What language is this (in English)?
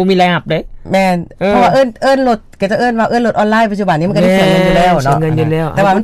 Lao